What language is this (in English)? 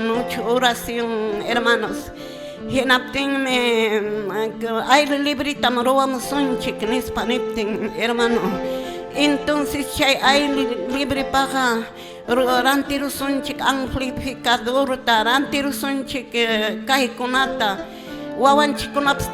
Quechua